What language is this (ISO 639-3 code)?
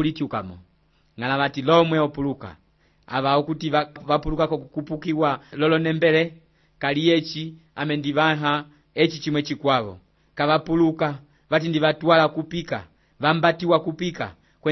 umb